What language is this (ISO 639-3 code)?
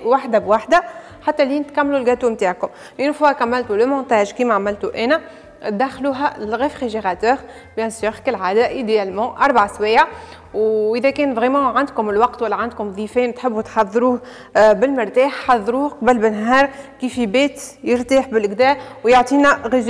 aeb